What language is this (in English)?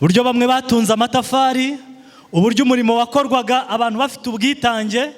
Kinyarwanda